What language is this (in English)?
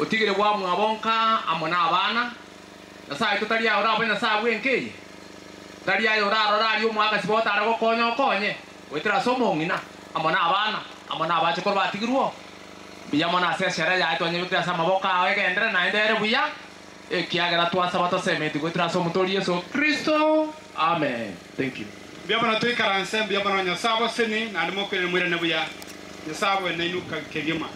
Gusii